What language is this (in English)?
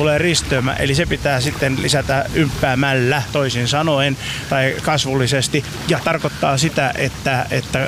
Finnish